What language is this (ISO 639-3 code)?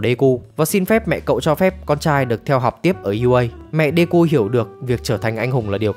vie